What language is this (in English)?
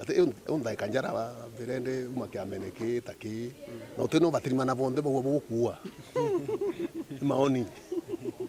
Meru